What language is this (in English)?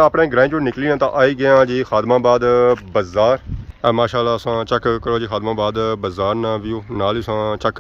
Pahari-Potwari